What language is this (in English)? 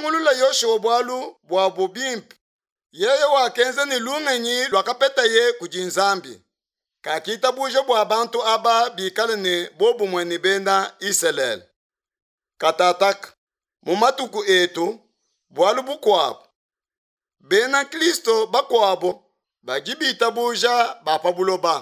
Luba-Lulua